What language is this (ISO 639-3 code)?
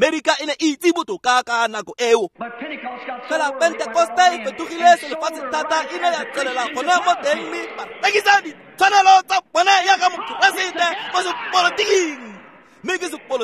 tsn